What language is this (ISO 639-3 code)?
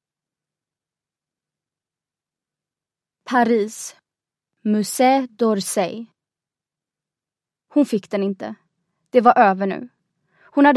swe